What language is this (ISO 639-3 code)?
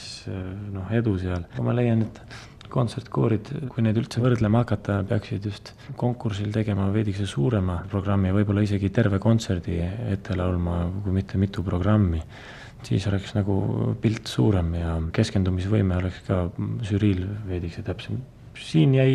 est